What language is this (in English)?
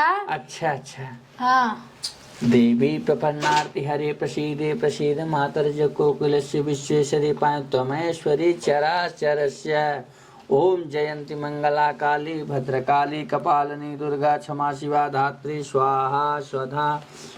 Awadhi